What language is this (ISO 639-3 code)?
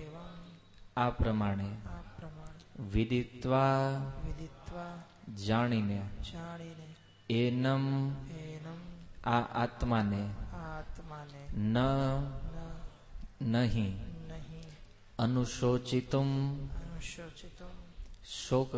guj